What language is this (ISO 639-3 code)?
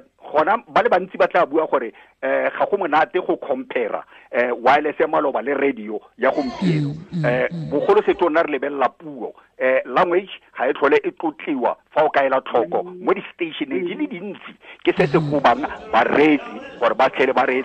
tsn